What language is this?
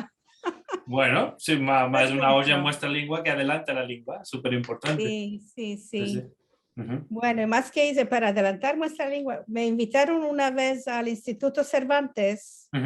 Ladino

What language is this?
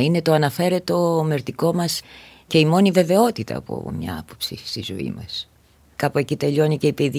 Greek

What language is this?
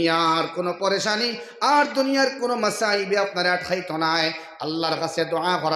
Sylheti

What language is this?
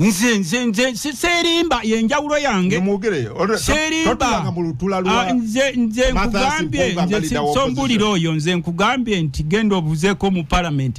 Ganda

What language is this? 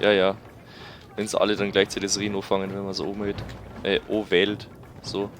Bavarian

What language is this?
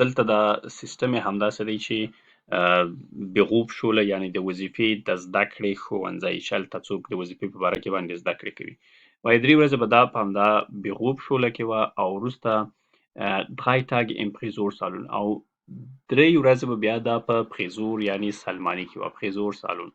Pashto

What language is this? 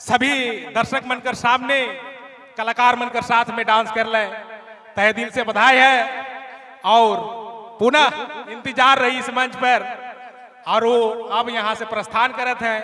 Sadri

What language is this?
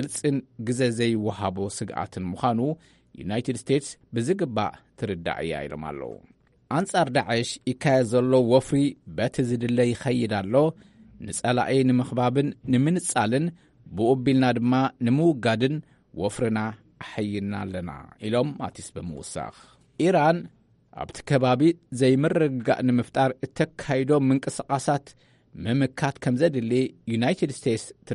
Tigrinya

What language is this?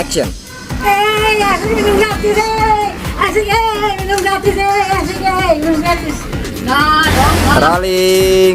Musi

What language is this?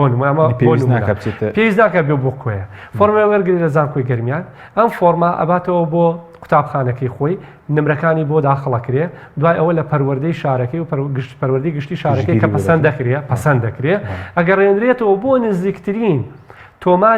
Central Kurdish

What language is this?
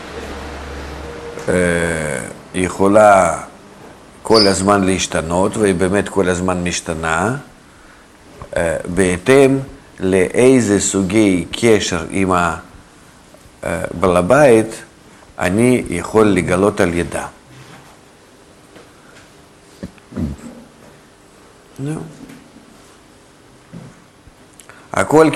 Hebrew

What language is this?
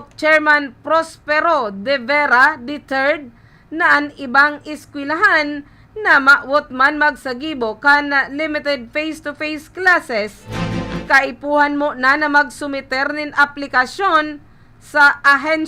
Bikol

